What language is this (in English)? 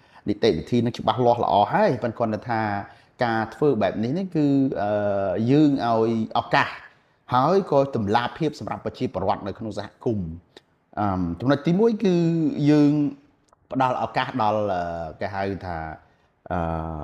Khmer